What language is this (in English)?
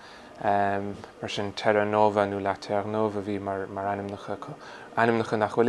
Irish